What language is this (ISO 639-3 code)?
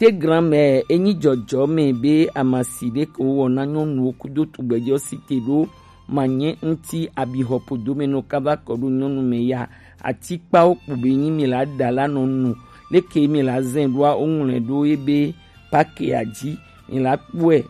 gej